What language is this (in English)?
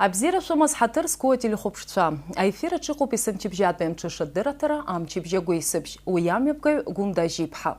Abkhazian